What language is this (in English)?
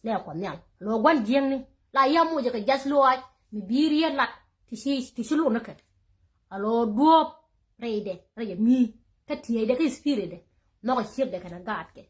Nuer